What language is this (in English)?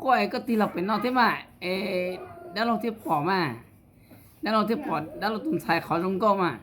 Hmong